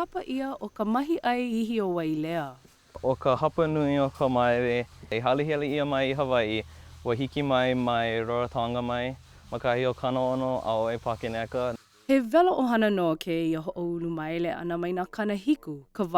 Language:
Hawaiian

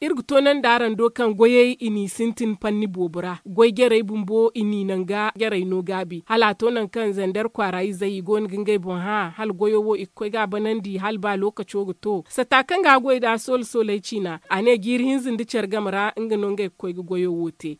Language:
Zarma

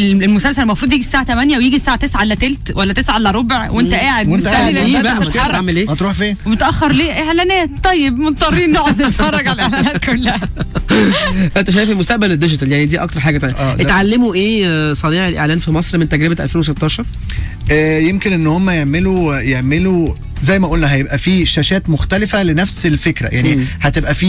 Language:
Egyptian Arabic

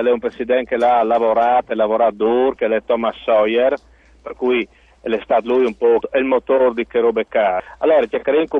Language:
Friulian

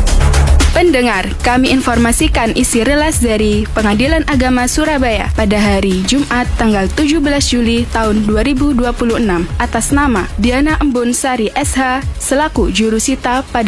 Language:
Indonesian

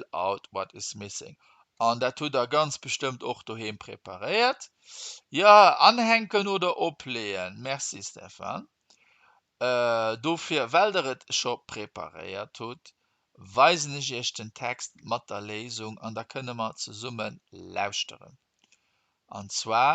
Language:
Luxembourgish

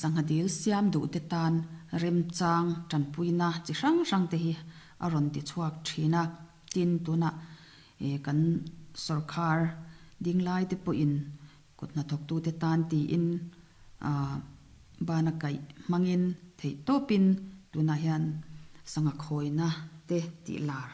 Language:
Mizo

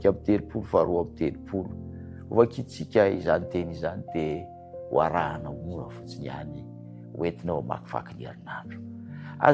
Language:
Malagasy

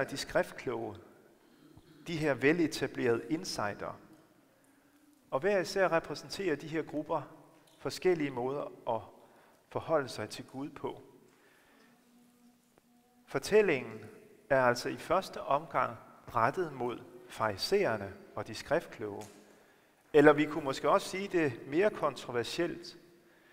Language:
Danish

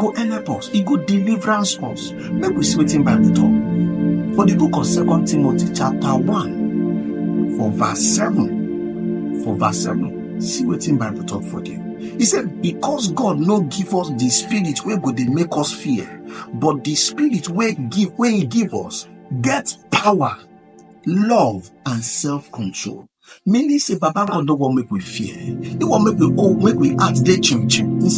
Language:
Nigerian Pidgin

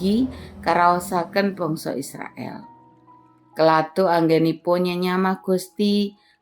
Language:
Javanese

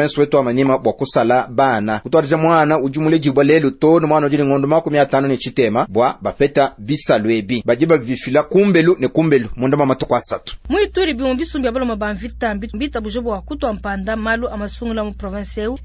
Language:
Luba-Lulua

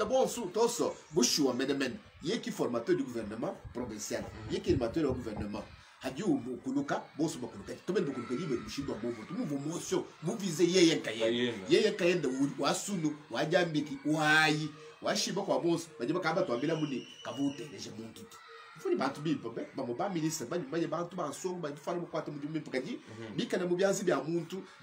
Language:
Luba-Lulua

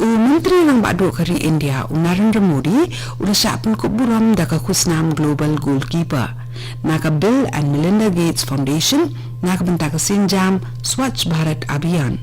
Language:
Khasi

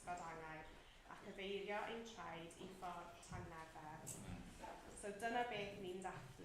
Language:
Welsh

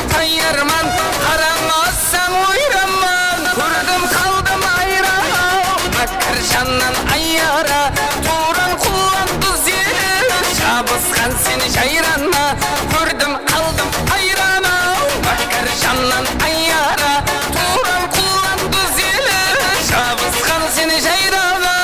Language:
Kara-Kalpak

